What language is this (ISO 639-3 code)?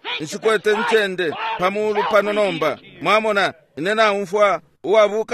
bem